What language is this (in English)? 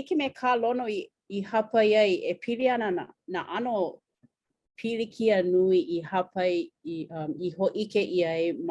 Hawaiian